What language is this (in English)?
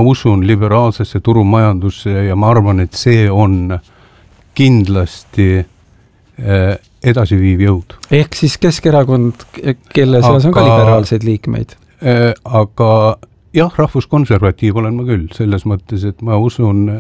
Estonian